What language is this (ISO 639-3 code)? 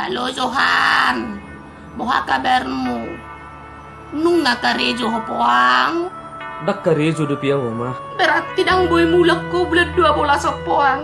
bbc